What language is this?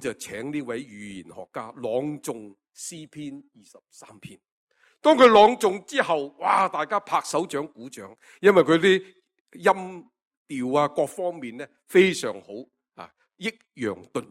Cantonese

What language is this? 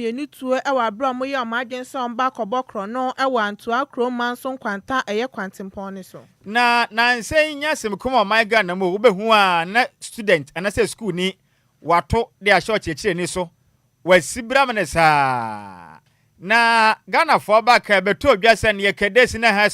Akan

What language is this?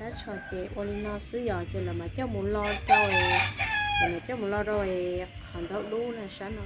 Hmong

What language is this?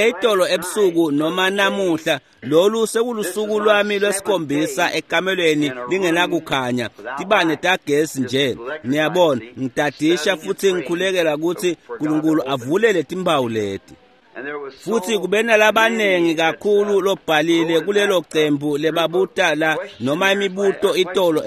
Swati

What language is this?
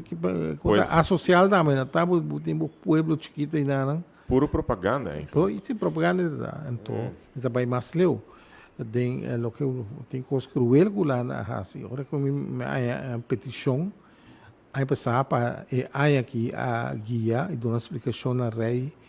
Papiamento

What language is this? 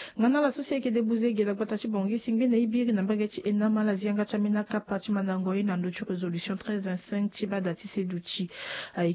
Sango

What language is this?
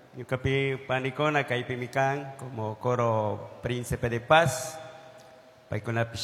Chimborazo Highland Quichua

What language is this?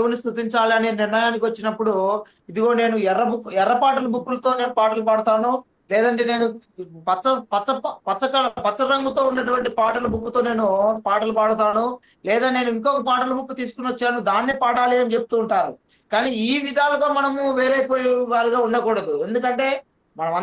Telugu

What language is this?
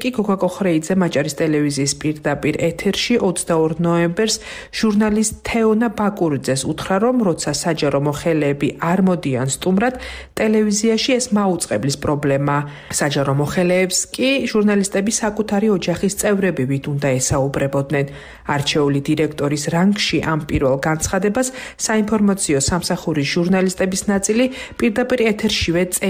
Georgian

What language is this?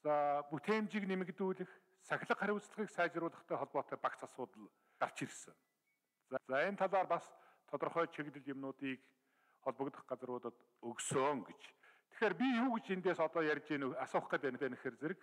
Mongolian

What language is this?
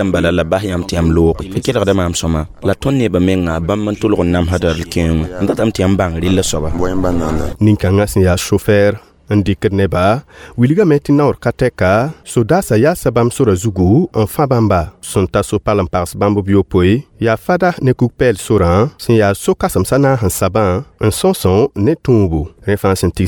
Mossi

